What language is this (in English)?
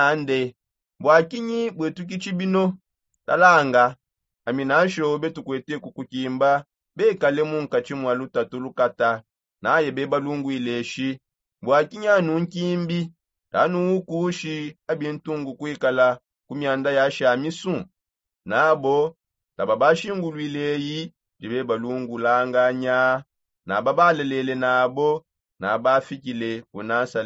Songe